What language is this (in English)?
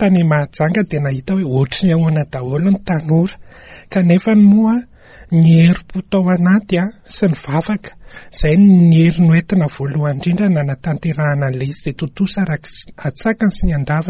Malagasy